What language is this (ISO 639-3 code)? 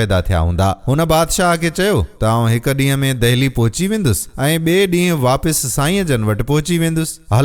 snd